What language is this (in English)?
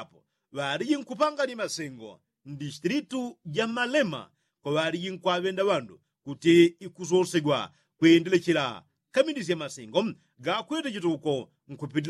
Yao